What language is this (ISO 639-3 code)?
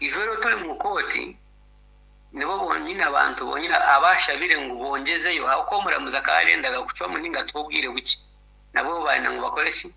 nyn